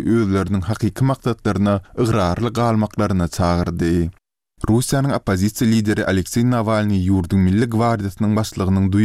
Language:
Turkmen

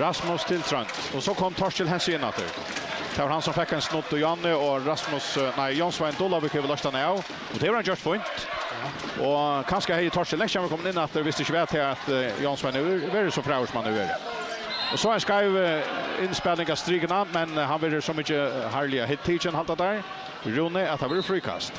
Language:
Faroese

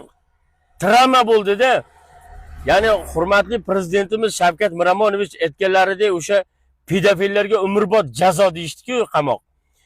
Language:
Uzbek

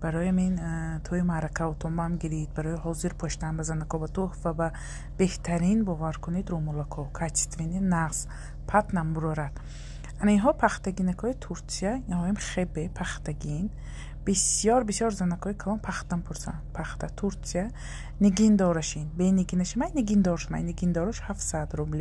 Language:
Tajik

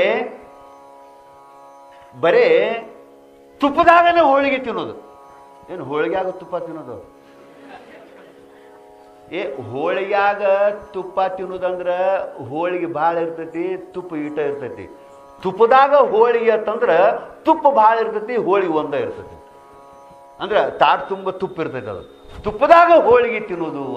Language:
Kannada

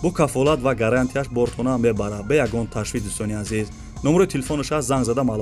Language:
Tajik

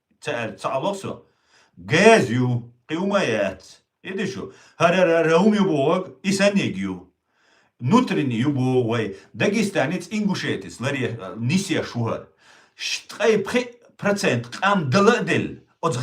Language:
Chechen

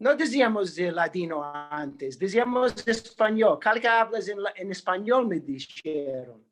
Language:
Ladino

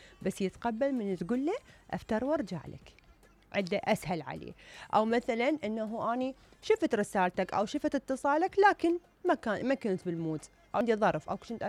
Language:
Mesopotamian Arabic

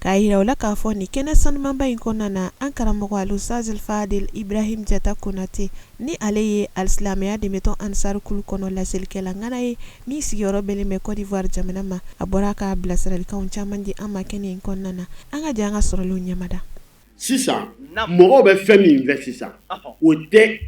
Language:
Bambara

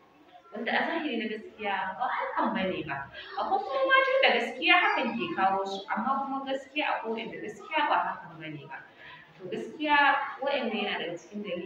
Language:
Hausa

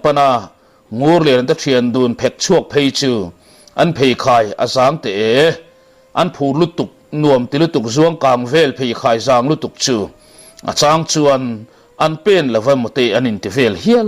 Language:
Mizo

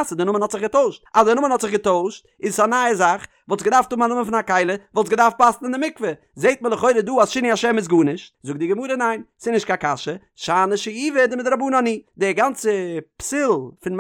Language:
Yiddish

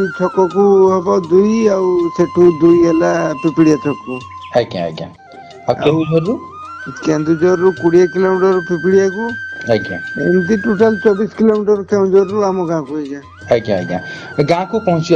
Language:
Odia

